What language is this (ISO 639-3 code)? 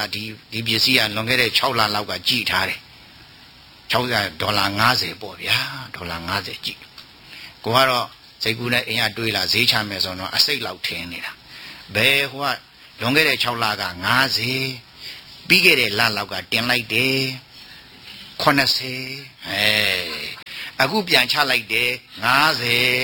mya